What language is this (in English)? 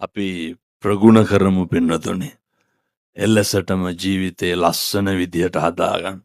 Sinhala